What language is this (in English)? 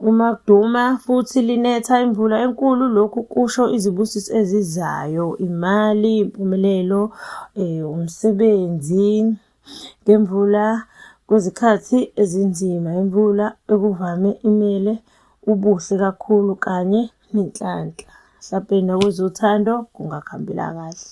Zulu